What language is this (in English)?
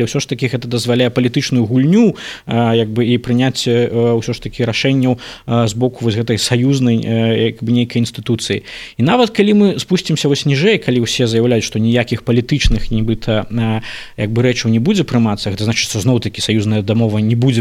Belarusian